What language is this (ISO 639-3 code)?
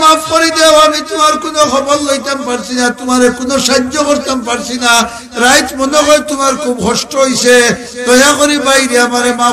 syl